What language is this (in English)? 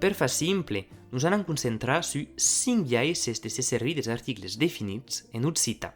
Occitan